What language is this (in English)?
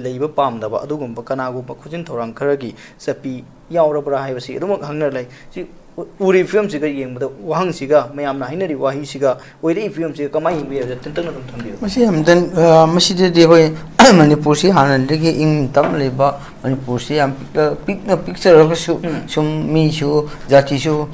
Manipuri